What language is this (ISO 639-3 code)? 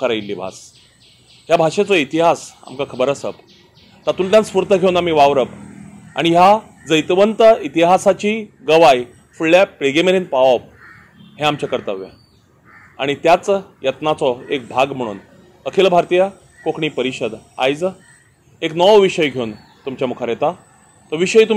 kok